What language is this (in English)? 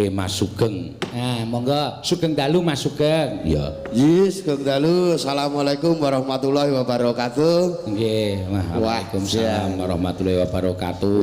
Javanese